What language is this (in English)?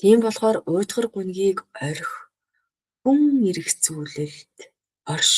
Mongolian